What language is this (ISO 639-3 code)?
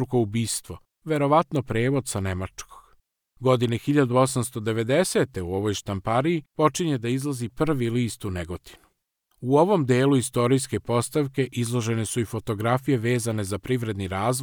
srp